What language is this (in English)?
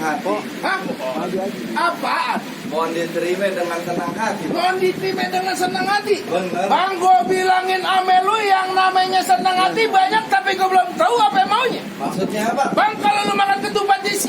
Betawi